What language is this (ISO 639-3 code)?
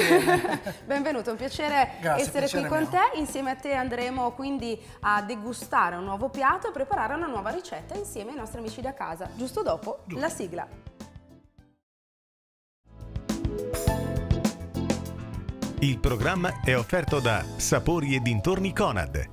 ita